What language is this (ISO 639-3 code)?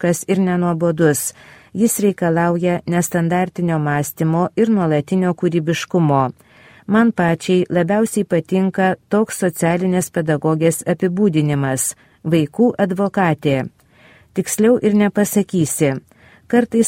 lit